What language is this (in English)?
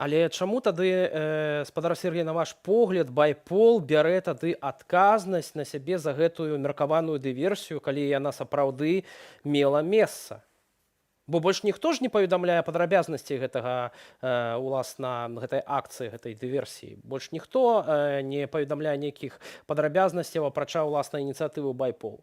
Belarusian